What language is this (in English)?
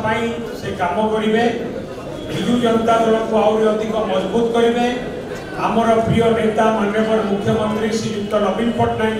Odia